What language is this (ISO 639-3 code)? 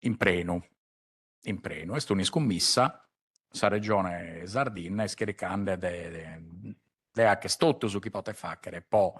srd